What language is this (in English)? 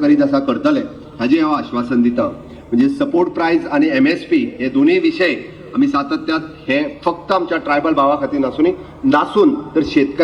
Konkani